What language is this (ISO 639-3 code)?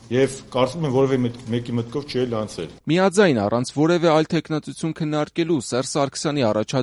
hye